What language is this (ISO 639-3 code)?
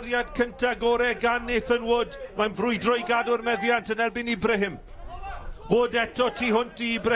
cym